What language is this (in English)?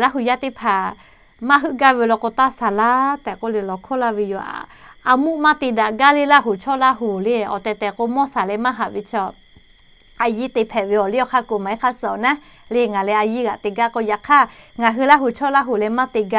Lahu